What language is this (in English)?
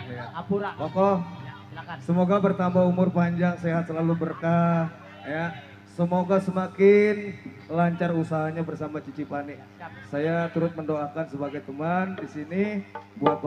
Betawi